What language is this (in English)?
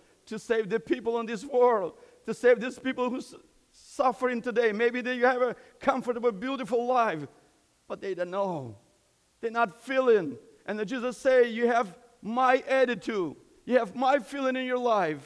English